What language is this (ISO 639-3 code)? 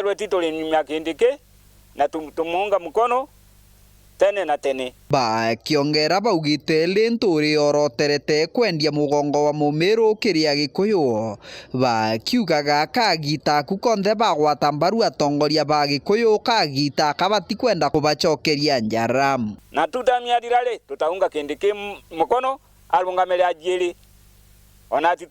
mer